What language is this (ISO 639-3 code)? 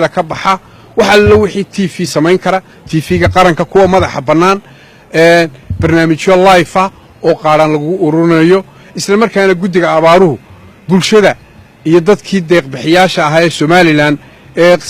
som